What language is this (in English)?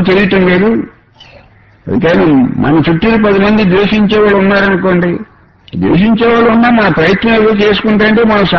Telugu